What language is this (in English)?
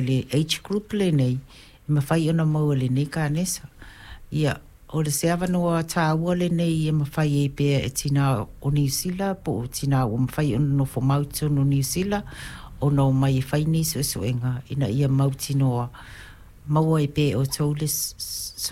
Samoan